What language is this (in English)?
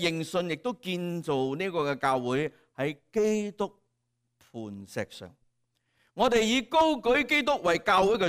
Cantonese